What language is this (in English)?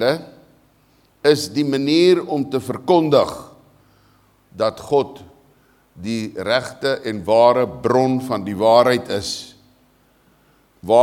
Afrikaans